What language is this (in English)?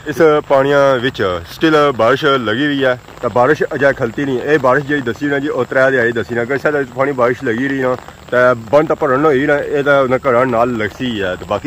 Pahari-Potwari